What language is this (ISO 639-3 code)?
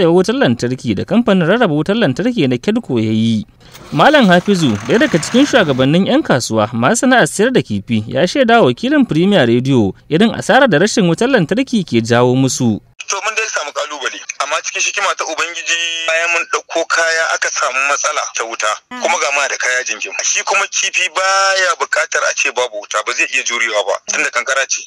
hau